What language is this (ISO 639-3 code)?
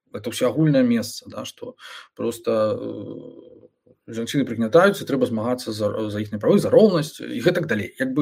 bel